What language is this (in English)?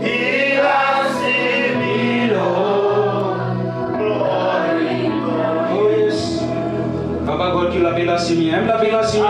Tok Pisin